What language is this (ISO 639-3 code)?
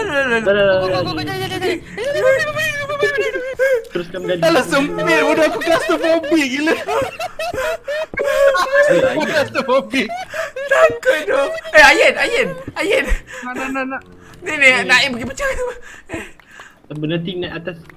msa